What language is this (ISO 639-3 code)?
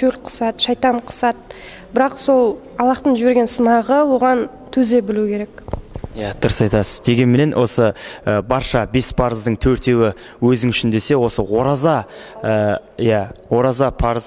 kaz